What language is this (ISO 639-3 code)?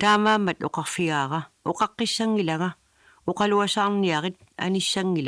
kal